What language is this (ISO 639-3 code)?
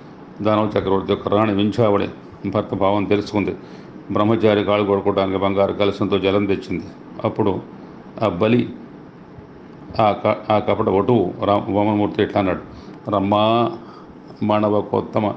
tel